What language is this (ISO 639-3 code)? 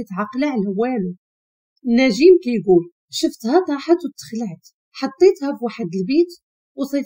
ary